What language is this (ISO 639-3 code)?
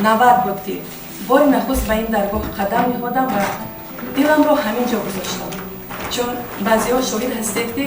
tgk